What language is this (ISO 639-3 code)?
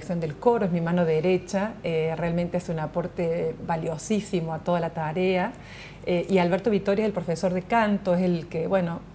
spa